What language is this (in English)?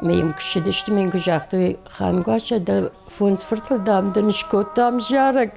Ossetic